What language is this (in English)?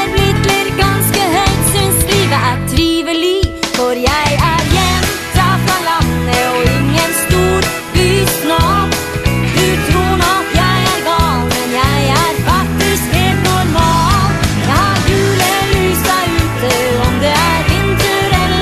Norwegian